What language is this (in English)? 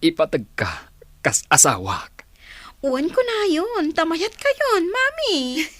Iloko